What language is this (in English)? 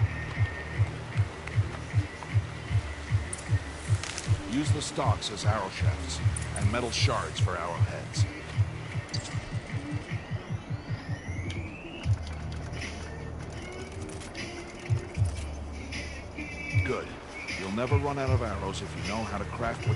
English